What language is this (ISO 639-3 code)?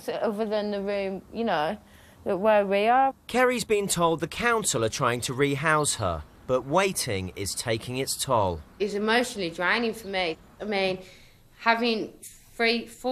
eng